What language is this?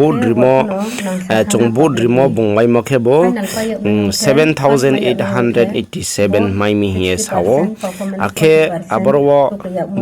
Riang (India)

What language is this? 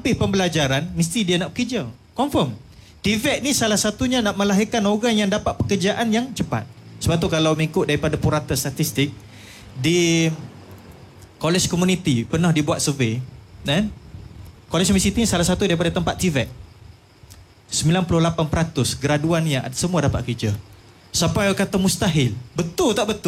Malay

